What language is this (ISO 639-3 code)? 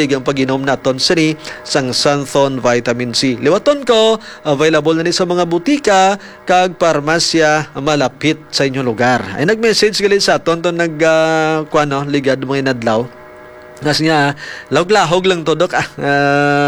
hil